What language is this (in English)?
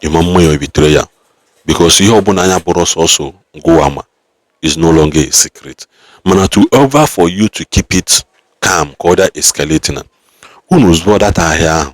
Igbo